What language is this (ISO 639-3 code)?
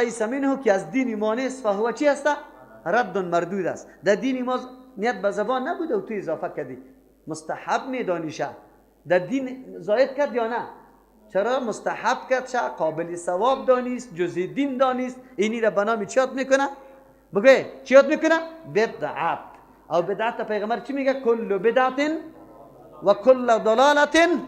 fas